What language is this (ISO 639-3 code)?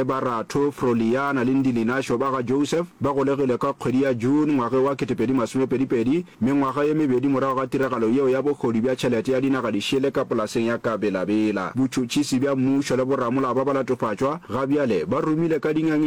nso